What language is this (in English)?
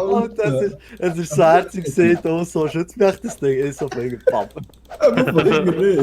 Swiss German